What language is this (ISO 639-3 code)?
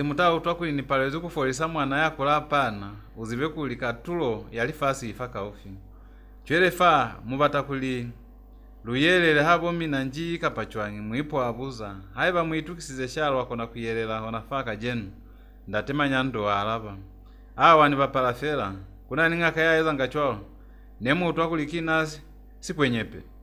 loz